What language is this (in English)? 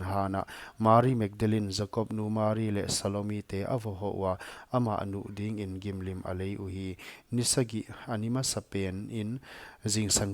Paite Chin